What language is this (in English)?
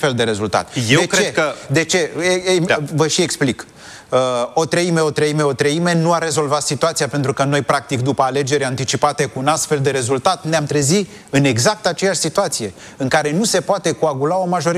Romanian